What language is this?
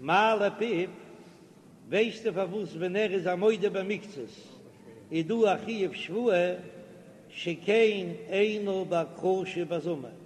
Yiddish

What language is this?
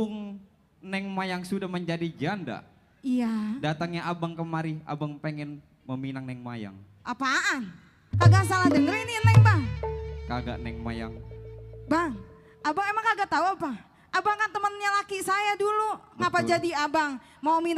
Betawi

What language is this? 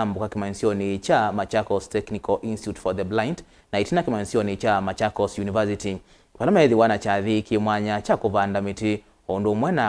Kamba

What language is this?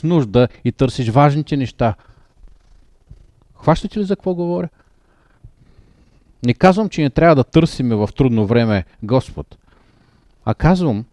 Bulgarian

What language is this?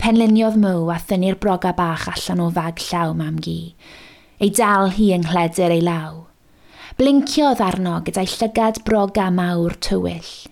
Welsh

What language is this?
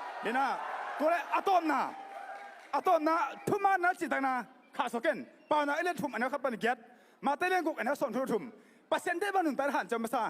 Tedim Chin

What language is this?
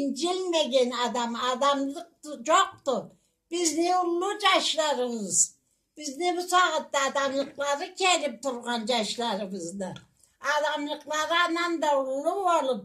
Karachay-Balkar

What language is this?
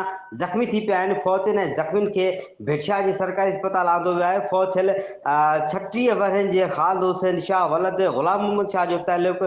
Sindhi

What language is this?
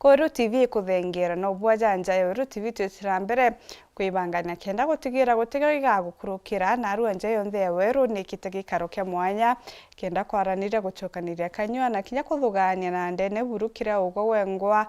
Meru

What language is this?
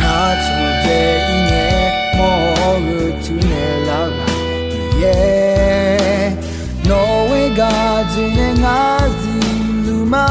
Akha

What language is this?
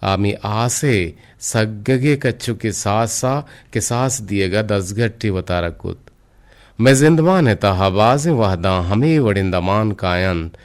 Eastern Balochi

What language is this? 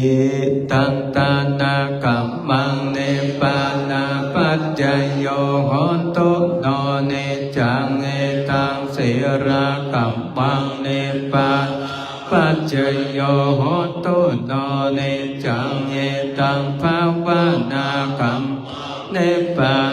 Pali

